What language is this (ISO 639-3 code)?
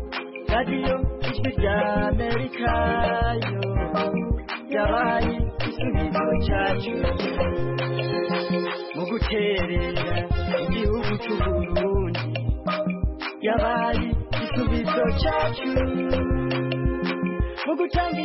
kin